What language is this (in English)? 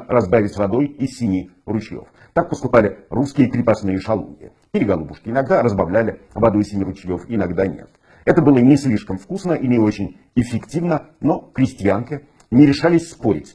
Russian